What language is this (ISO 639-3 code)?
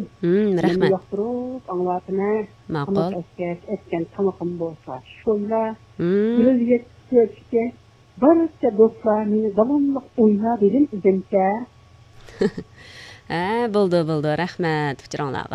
uig